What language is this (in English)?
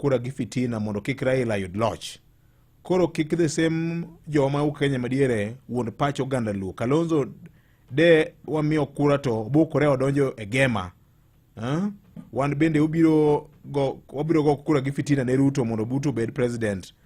Luo (Kenya and Tanzania)